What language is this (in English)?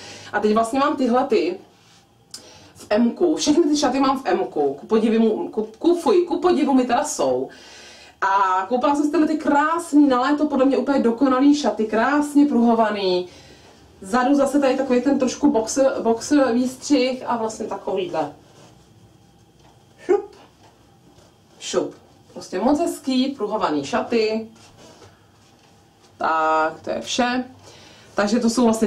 Czech